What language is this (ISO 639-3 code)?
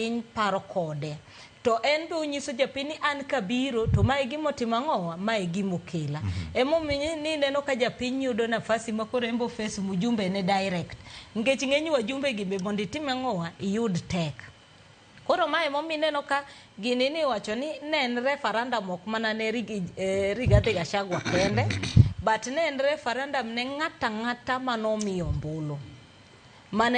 luo